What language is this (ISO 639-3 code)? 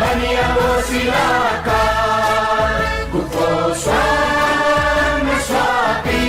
new